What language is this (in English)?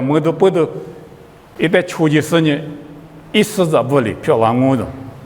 Lisu